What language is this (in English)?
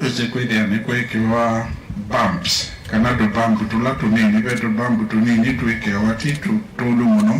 Kamba